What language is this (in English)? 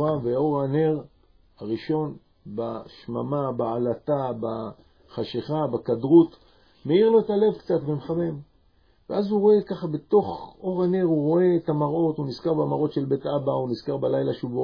Hebrew